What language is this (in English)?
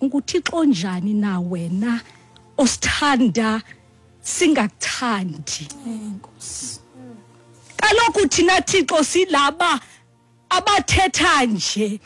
Xhosa